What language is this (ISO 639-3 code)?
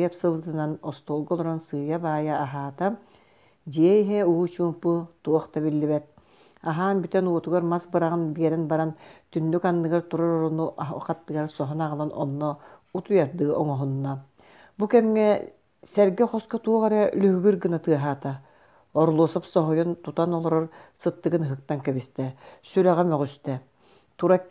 sah